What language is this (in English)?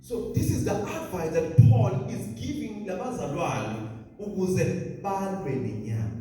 Zulu